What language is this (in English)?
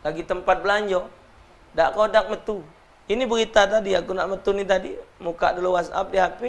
Musi